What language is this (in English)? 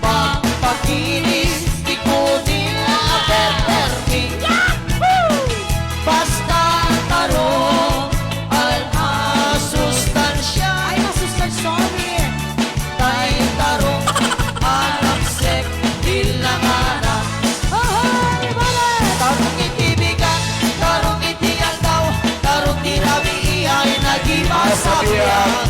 Iloko